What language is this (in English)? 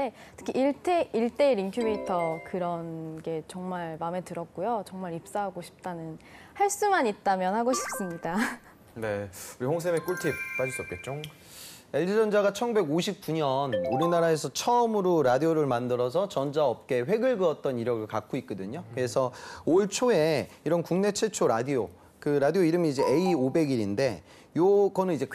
Korean